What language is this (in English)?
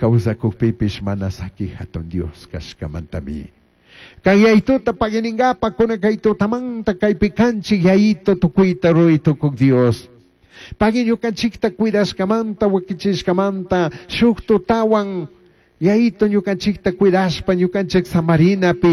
Chimborazo Highland Quichua